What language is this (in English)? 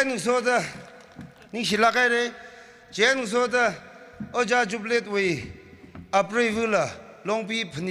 Tangkhul Naga (India)